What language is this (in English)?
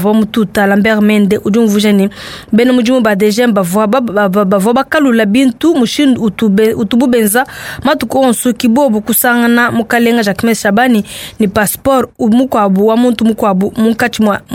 Luba-Lulua